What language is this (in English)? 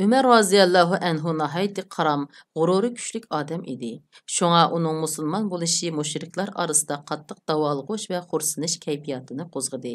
Uyghur